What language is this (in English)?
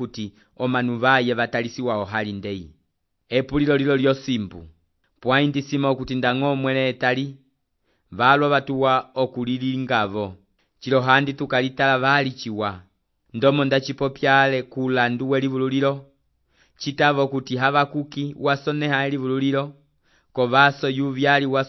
Umbundu